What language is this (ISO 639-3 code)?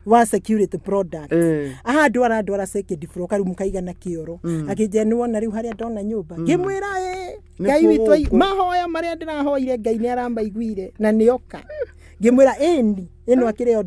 kik